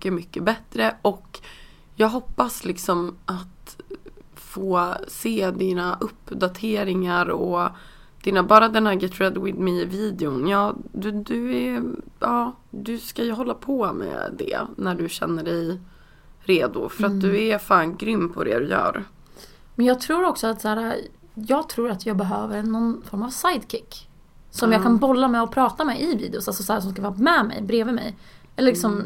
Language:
Swedish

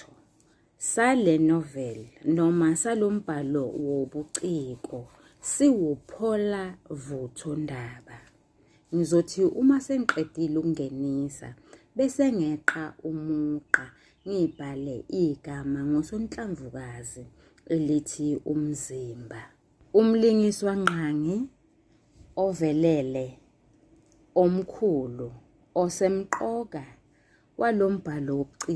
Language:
Zulu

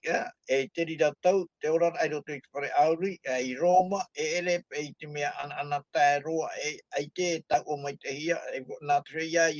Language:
Tahitian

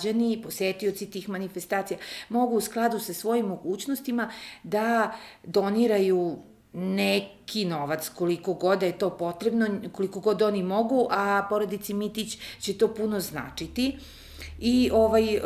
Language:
Serbian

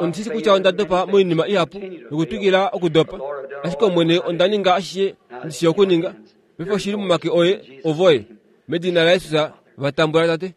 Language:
Kuanyama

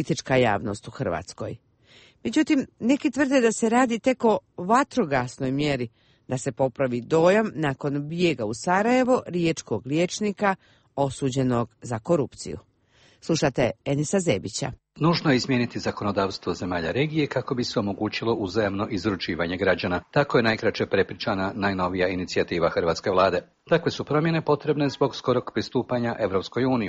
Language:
Croatian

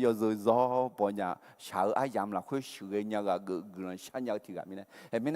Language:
Akha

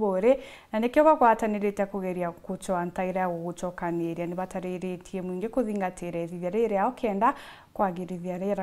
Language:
Meru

